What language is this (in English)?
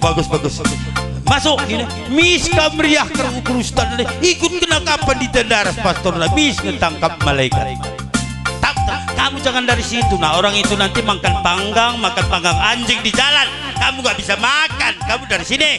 Batak Karo